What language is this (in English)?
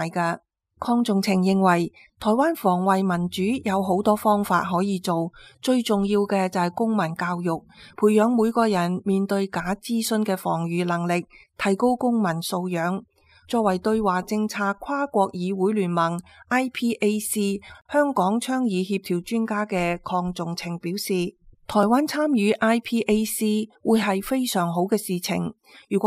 Cantonese